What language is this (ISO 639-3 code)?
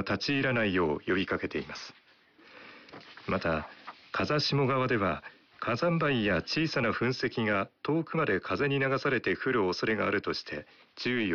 jpn